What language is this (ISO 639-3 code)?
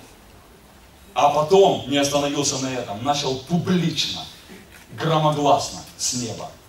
rus